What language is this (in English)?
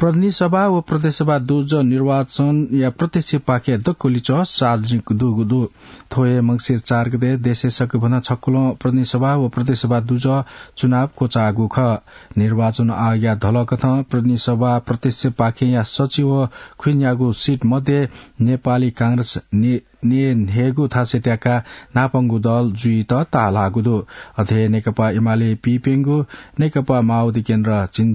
Newari